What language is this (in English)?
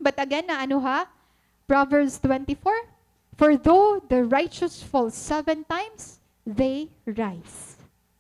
Waray